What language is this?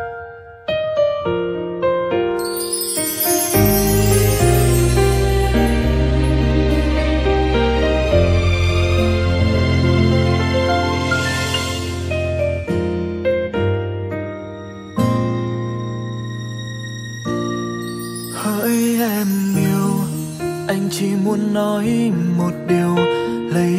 Vietnamese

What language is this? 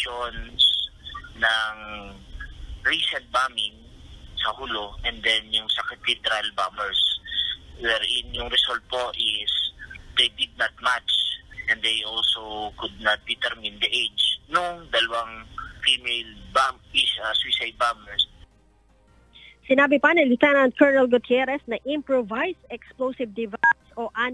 Filipino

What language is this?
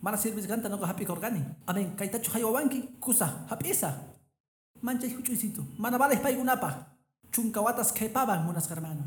Quechua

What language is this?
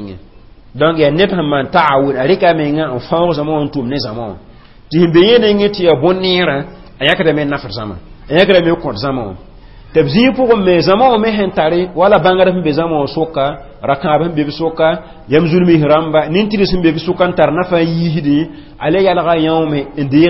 Mossi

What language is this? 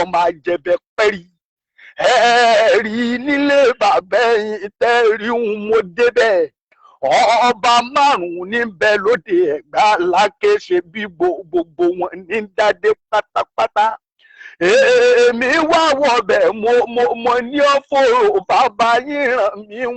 Yoruba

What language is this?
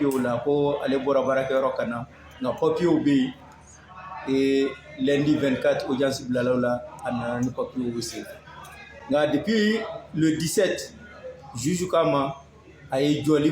Bambara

